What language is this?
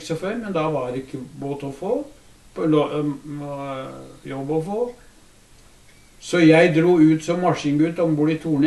Norwegian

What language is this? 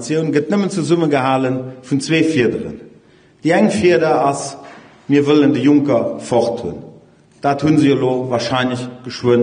Luxembourgish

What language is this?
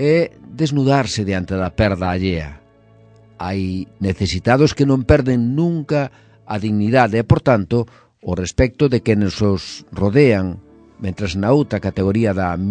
Galician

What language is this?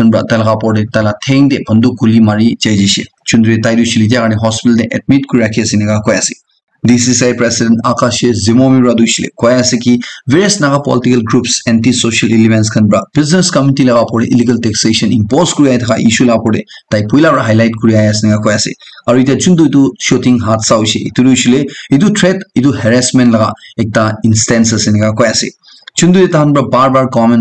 Naga Pidgin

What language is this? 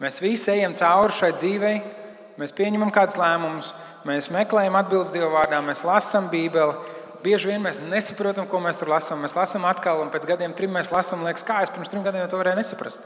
Latvian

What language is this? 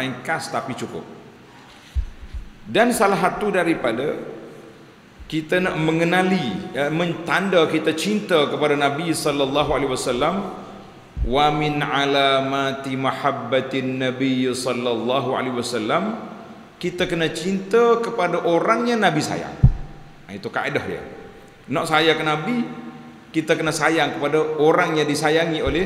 Malay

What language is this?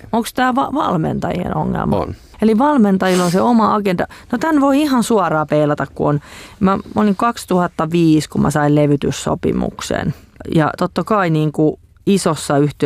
Finnish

